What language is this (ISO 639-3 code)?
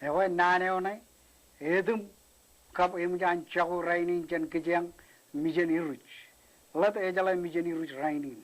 mah